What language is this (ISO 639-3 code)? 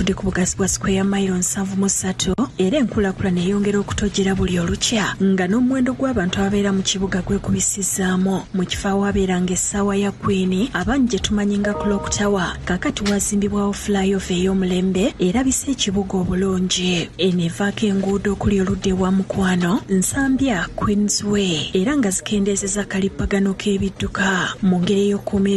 lug